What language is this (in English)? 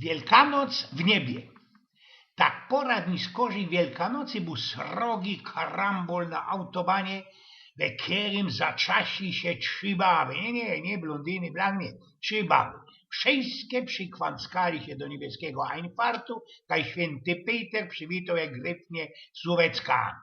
Silesian